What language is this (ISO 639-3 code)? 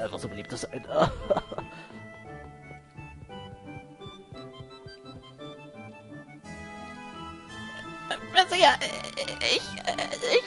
deu